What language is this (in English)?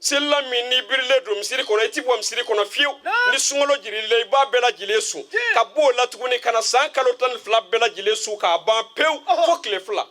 Bambara